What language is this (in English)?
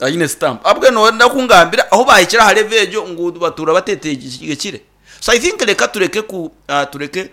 Nyankole